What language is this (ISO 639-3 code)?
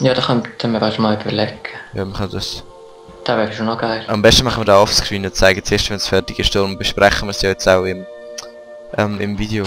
gsw